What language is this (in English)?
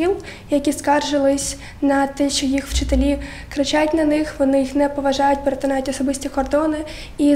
Ukrainian